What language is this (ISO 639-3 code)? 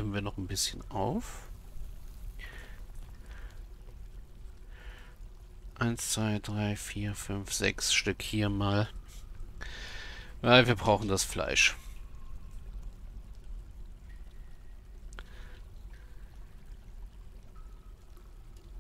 deu